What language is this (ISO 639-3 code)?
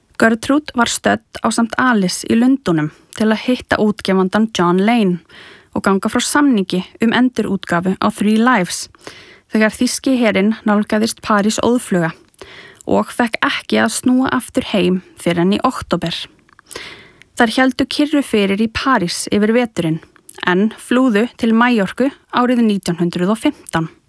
isl